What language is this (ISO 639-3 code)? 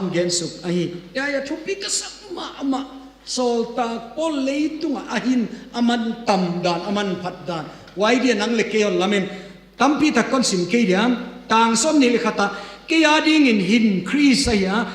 ctd